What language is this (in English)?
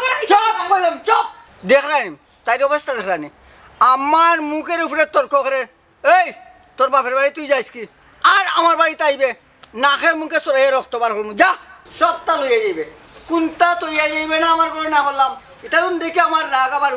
Sylheti